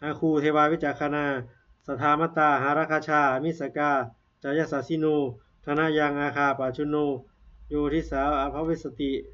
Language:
Pali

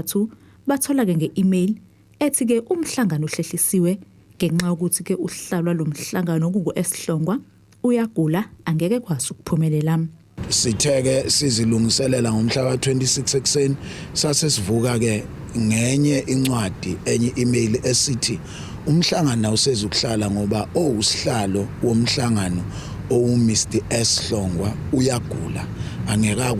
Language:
Zulu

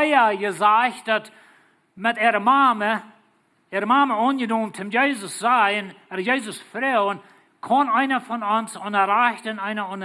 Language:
Plautdietsch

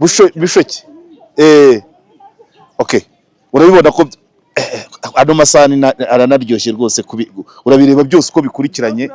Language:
Kinyarwanda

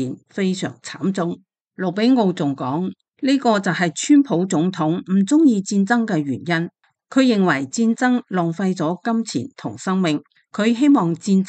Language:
Cantonese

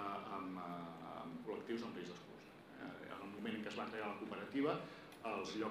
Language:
Catalan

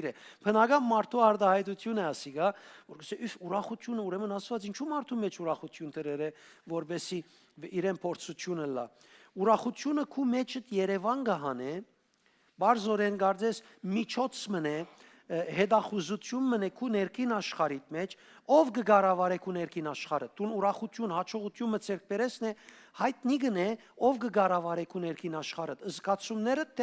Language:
Western Armenian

